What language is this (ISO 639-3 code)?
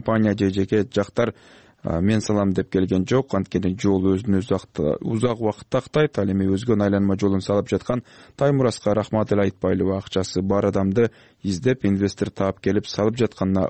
kir